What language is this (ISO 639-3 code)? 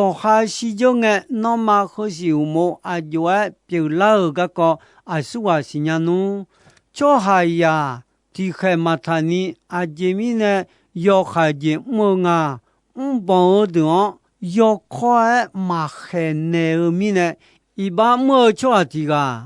ahk